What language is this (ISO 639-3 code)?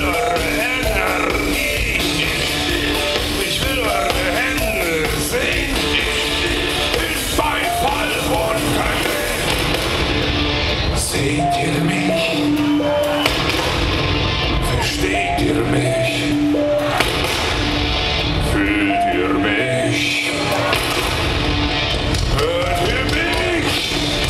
deu